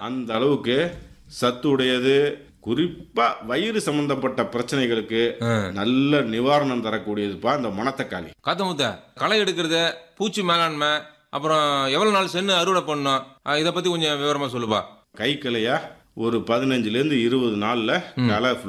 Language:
Tamil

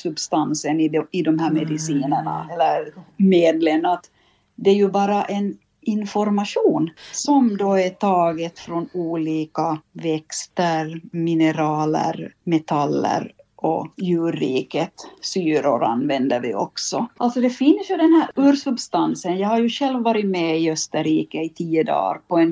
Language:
Swedish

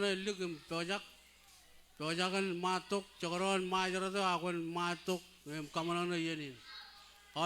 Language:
Marshallese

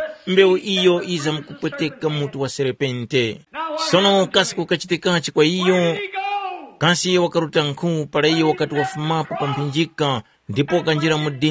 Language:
Tumbuka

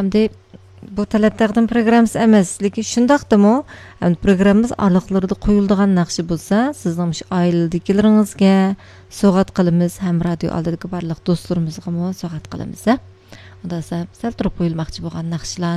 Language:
Uyghur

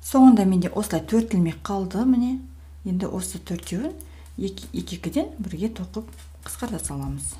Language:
Kazakh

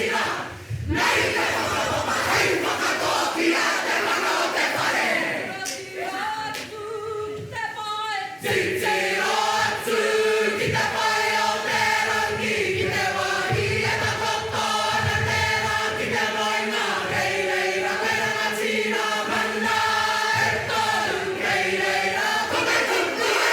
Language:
Māori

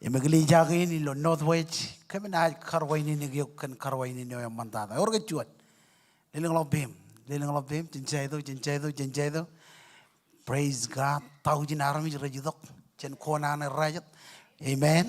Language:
Marshallese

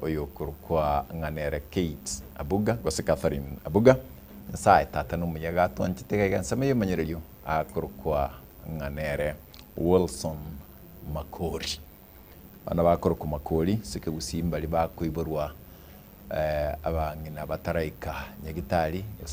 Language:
Gusii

